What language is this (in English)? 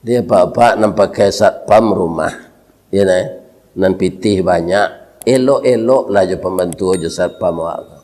Minangkabau